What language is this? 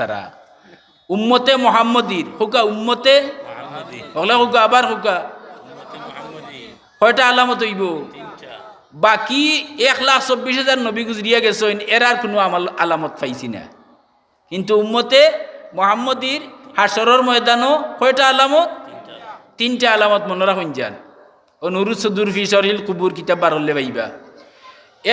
Sylheti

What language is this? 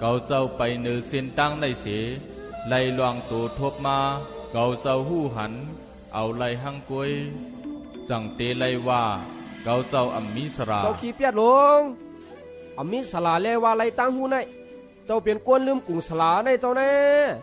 Shan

